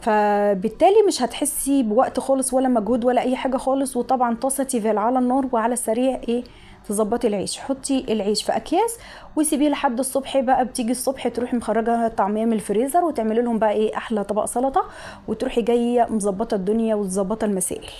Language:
Egyptian Arabic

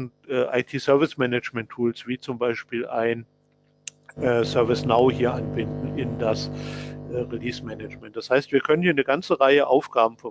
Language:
German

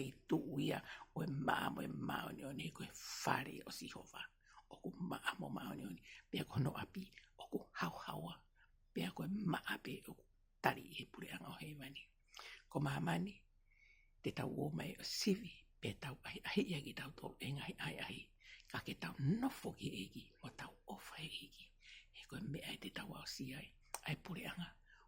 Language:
Tongan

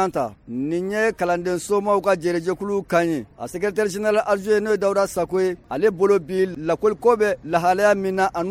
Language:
Bambara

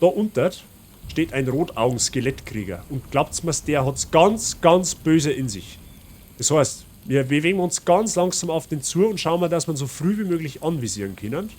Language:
Bavarian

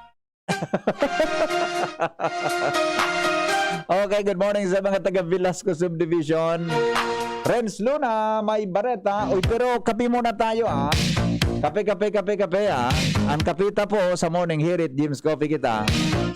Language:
Bikol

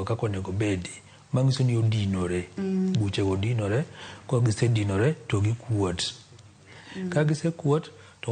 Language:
Luo (Kenya and Tanzania)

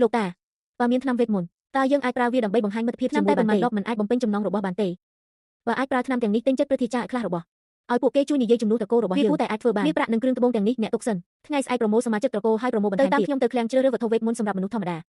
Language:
Khmer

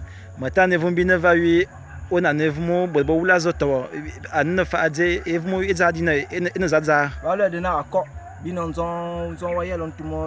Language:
Fang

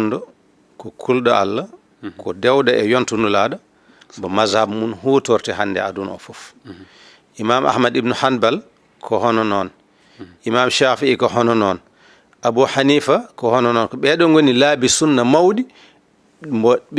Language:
Fula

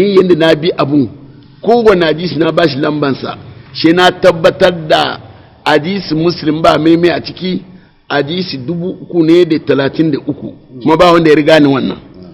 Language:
Hausa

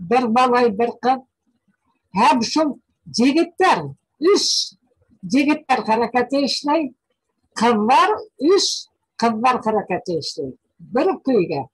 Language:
Bashkir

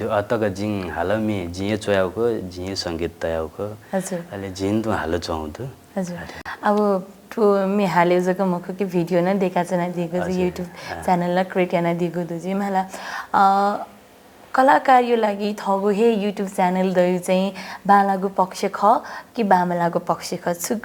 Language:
Newari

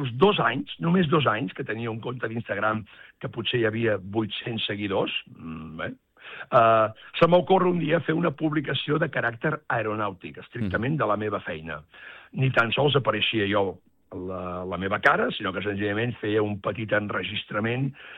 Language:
Catalan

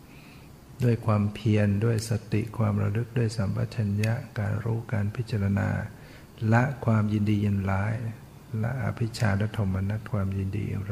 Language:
Thai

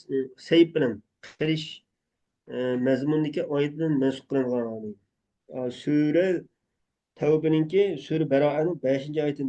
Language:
Uyghur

